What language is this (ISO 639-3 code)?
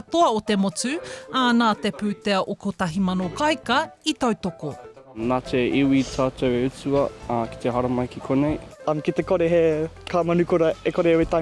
mri